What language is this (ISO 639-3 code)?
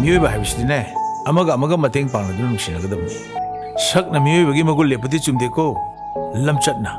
mni